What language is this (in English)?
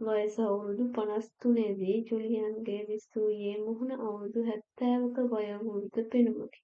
Sinhala